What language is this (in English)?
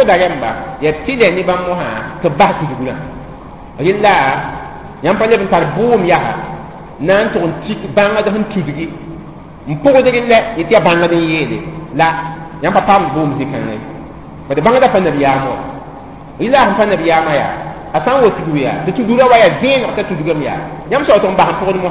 Mossi